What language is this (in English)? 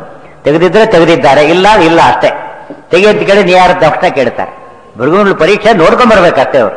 Kannada